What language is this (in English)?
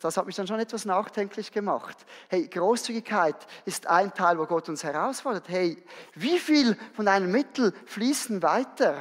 Swiss German